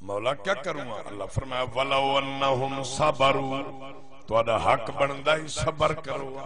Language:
Saraiki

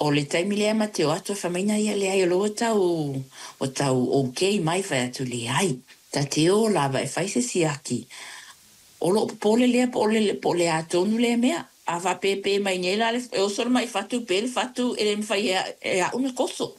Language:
Samoan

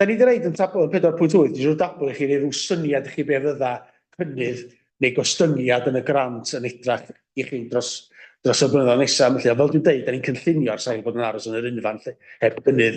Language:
Welsh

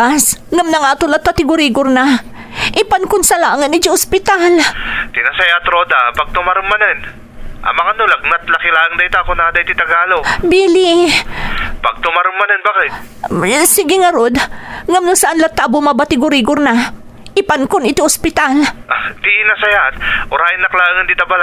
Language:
Iloko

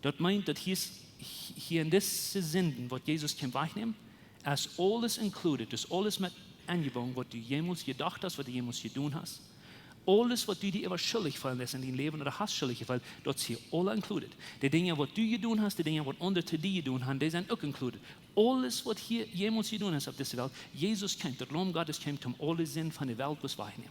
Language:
Plautdietsch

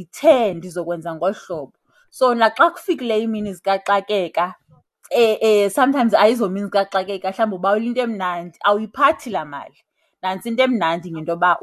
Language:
Xhosa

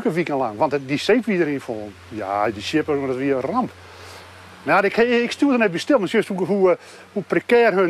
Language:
Western Frisian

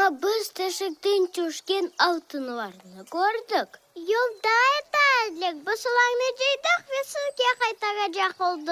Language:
Crimean Tatar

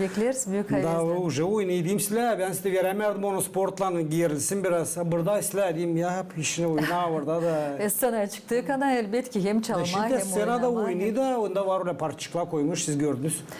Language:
Gagauz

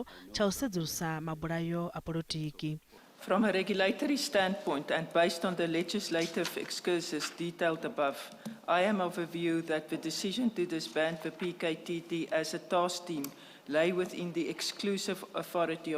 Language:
Venda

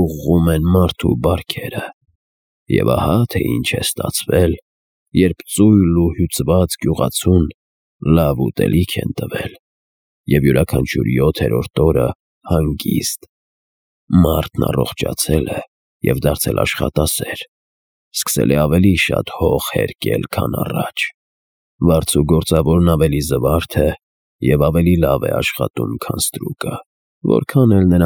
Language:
Armenian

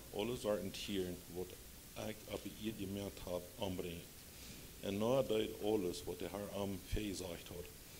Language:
Plautdietsch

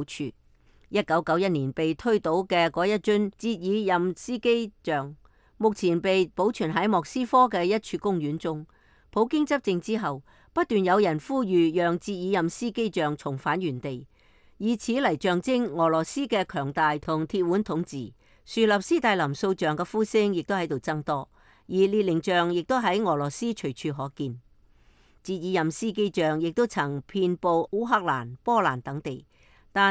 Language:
Cantonese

